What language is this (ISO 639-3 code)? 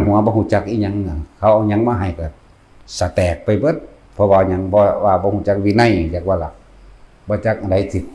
tts